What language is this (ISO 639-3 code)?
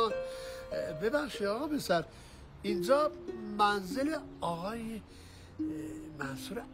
fas